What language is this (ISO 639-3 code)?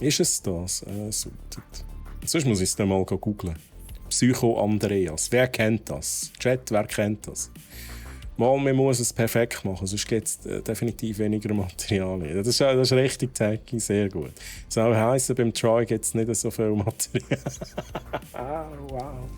gsw